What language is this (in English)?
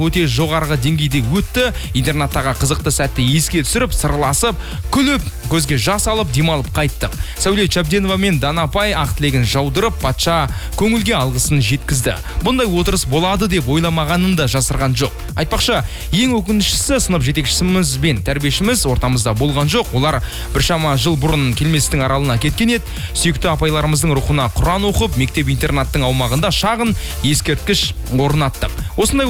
Kazakh